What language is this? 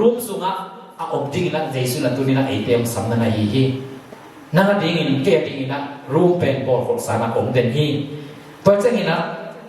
Tedim Chin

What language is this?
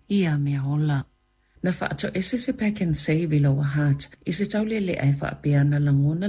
Samoan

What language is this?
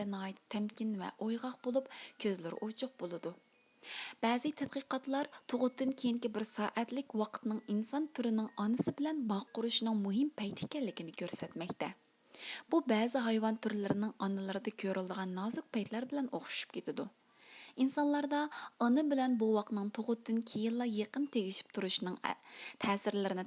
Uyghur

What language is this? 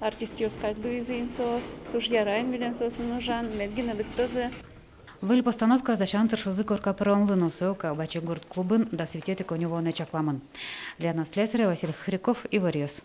Udmurt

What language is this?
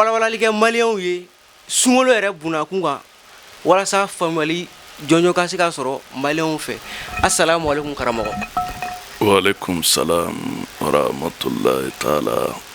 Bambara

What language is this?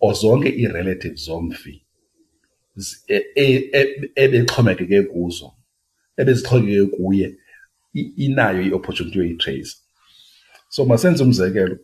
Xhosa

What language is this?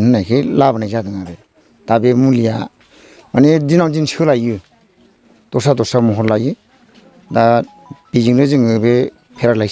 Bodo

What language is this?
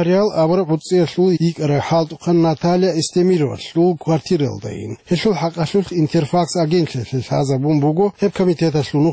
Avaric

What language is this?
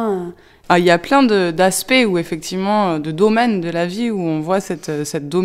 French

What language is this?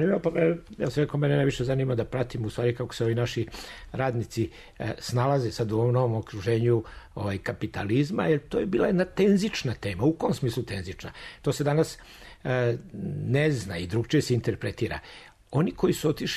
Serbian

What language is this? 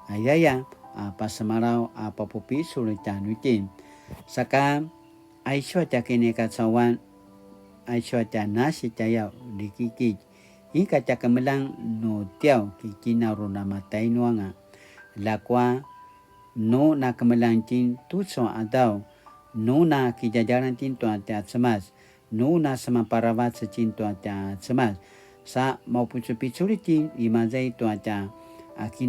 Paiwan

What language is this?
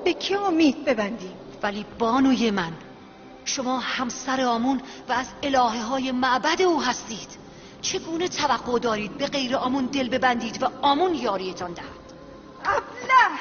Tajik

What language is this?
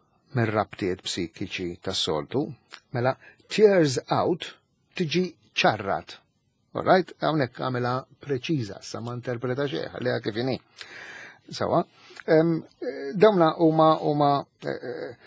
Maltese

